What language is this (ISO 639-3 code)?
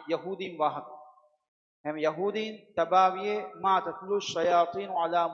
div